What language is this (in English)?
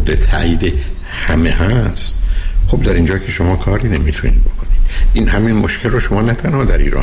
Persian